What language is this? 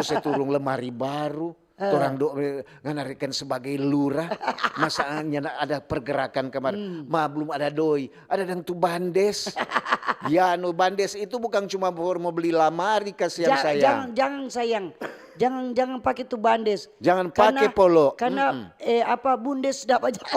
Manado Malay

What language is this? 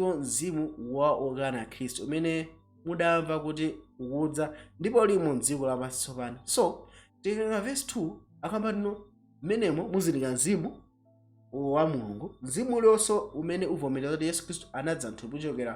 Nyanja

